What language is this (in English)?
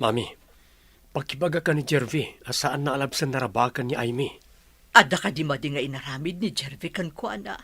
Iloko